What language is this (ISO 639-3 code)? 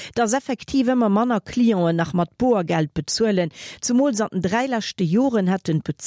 ltz